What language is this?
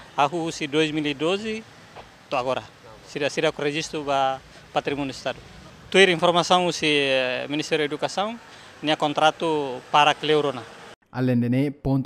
Tetum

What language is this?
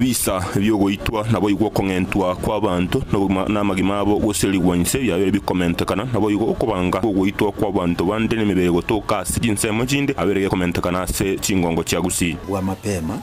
Gusii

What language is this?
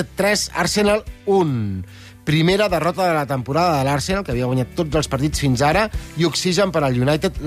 Catalan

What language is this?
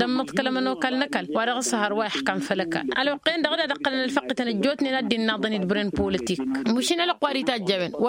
Tamasheq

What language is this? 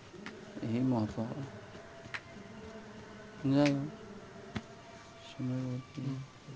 Odia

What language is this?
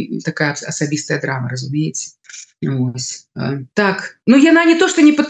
Belarusian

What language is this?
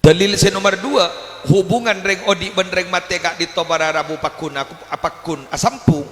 Madurese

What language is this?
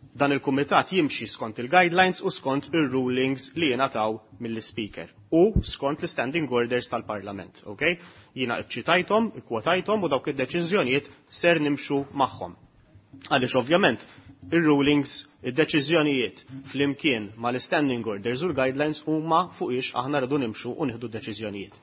Maltese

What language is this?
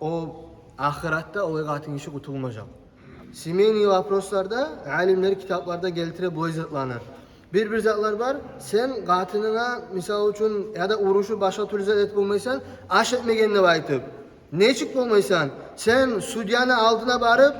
Kumyk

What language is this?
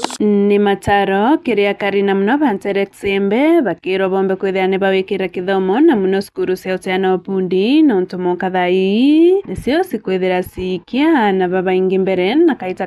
Meru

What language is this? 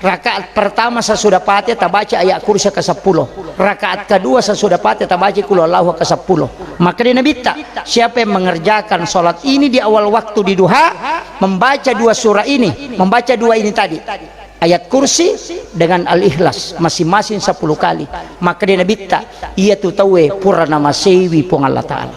Buginese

